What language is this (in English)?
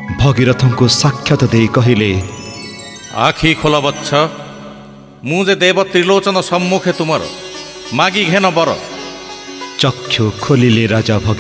Odia